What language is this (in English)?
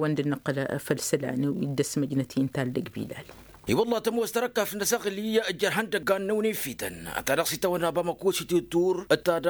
Tamasheq